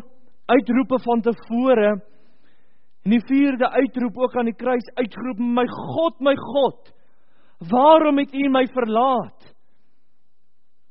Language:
Afrikaans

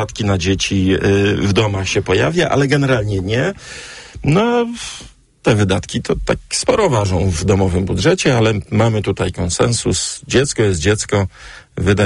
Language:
Polish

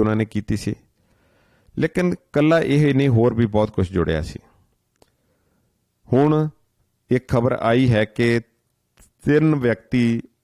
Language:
Punjabi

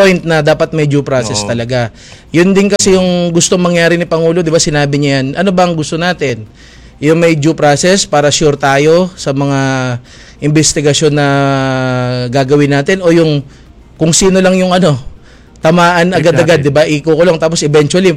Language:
Filipino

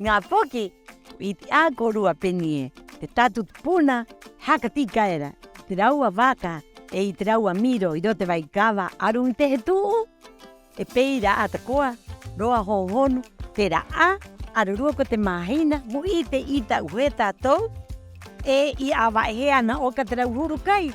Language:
Rapanui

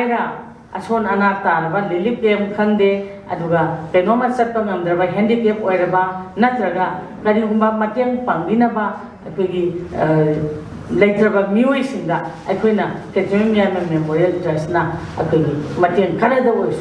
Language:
Manipuri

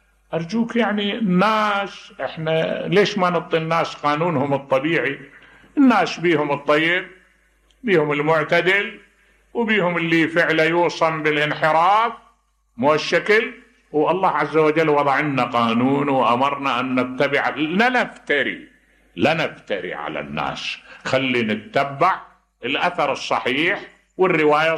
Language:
Mesopotamian Arabic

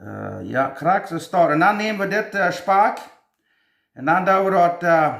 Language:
Plautdietsch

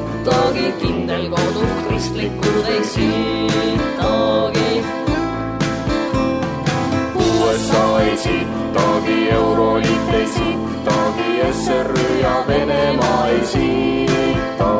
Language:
Estonian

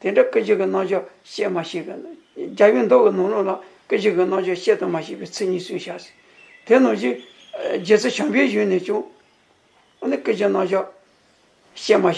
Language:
Tibetan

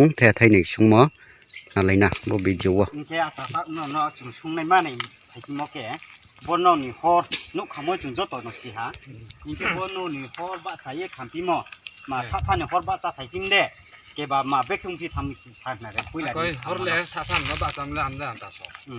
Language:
Riang (India)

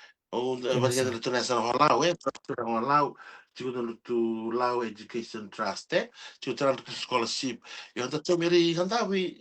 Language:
Fijian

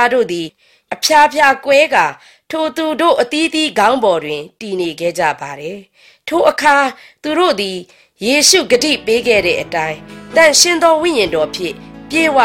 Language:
Burmese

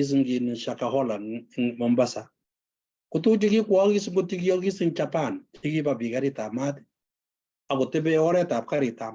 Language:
Kalenjin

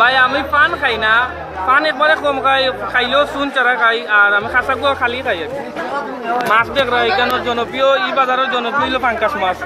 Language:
Sylheti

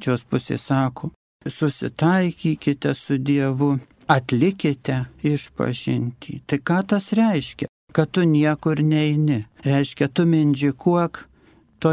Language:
Lithuanian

